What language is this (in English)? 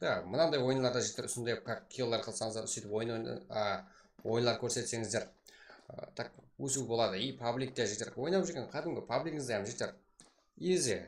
Kara-Kalpak